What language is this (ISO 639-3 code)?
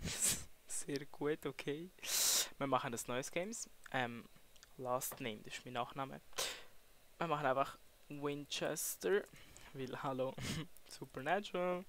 gsw